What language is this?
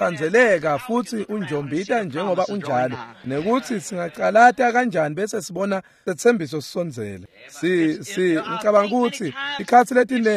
Swati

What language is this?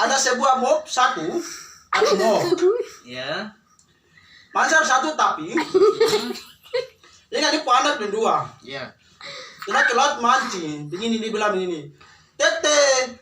Papuan Malay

